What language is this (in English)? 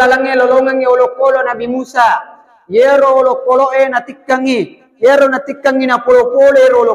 Buginese